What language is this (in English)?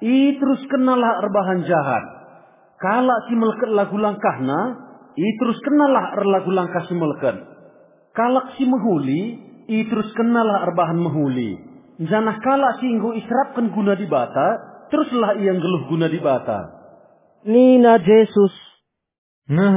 Batak Karo